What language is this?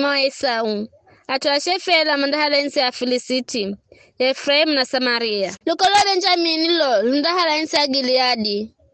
Giryama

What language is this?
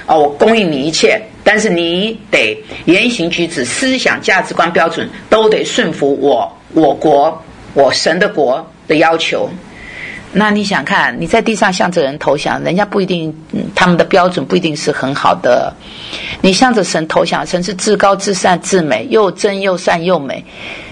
Chinese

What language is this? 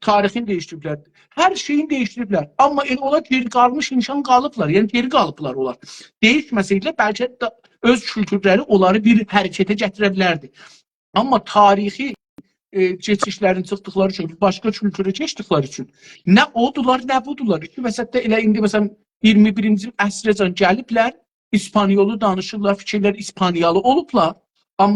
South Azerbaijani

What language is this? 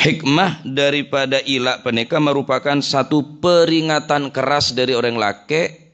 Madurese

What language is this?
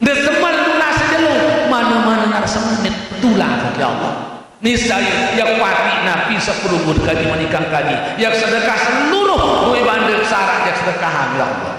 Sasak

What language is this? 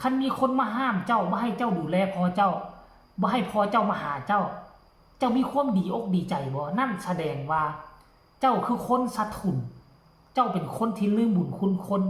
Lao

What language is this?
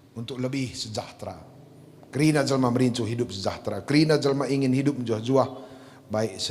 Batak Karo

